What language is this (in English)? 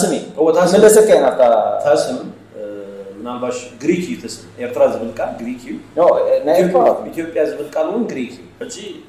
Tigrinya